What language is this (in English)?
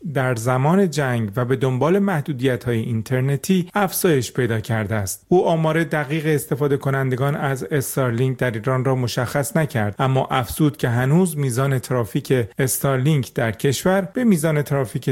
Persian